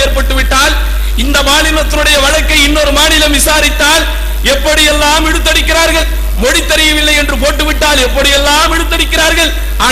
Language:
Tamil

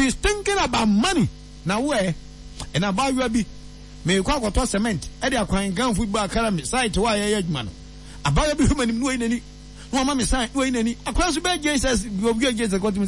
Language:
Akan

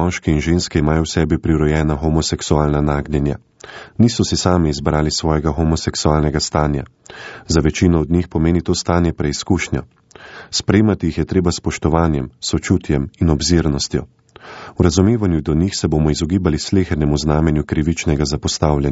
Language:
Slovenian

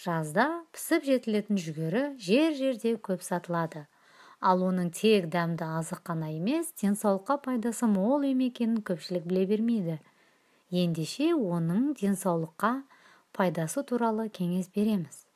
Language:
Kazakh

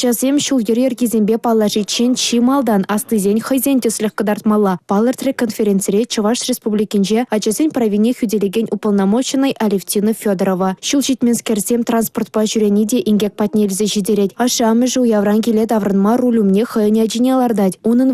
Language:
Chuvash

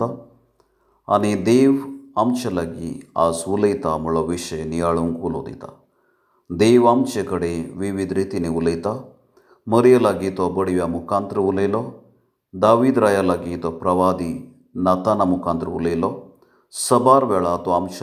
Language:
Konkani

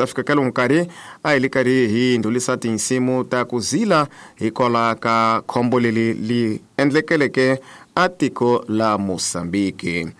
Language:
Tsonga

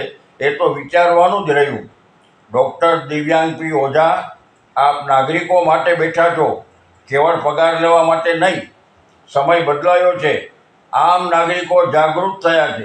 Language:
Gujarati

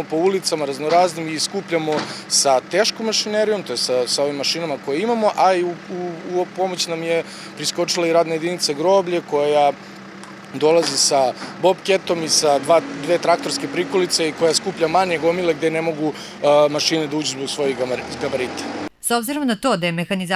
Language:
Serbian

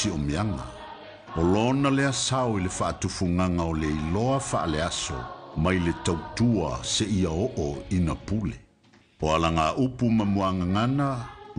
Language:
Samoan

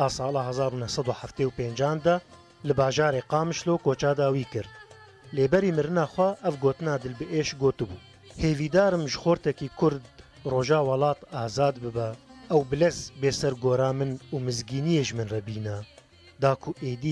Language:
Kurdish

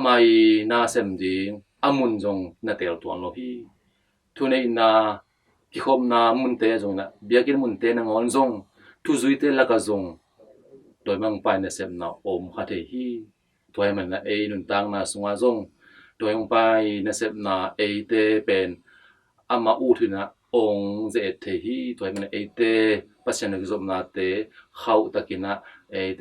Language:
Tedim Chin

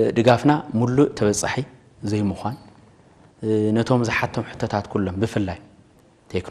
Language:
Tigrinya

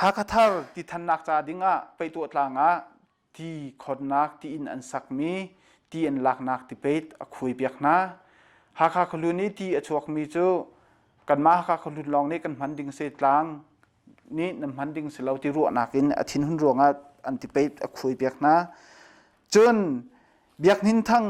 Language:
Hakha Chin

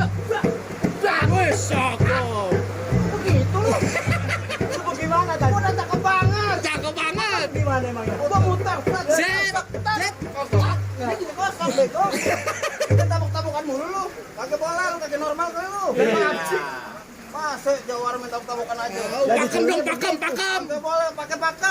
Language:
Betawi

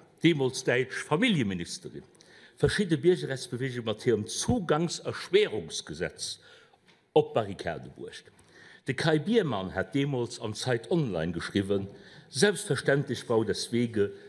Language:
Luxembourgish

